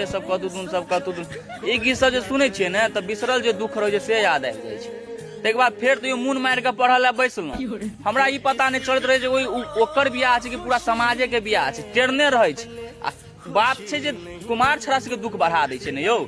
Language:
Maithili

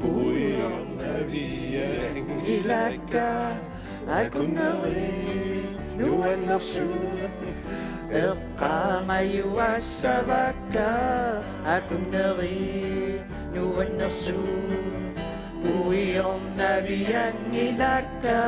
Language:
Kalaallisut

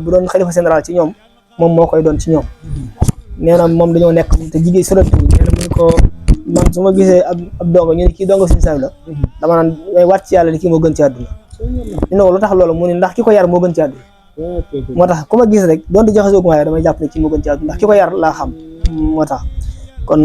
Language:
Wolof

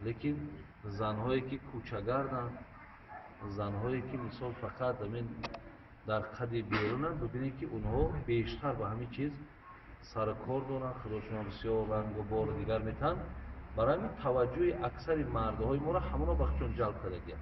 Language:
Tajik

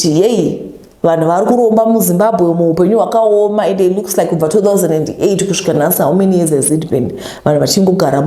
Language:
Shona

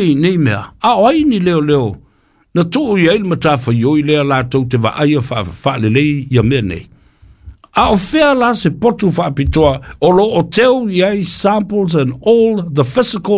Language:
Samoan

